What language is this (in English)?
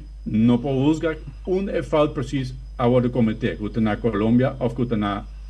Papiamento